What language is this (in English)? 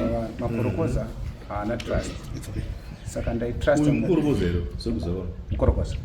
Shona